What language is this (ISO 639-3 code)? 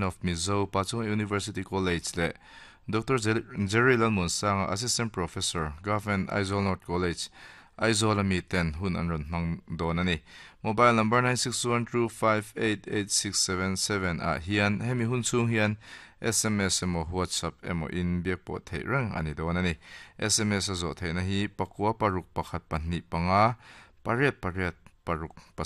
lus